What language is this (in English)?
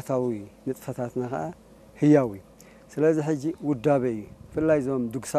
Tigrinya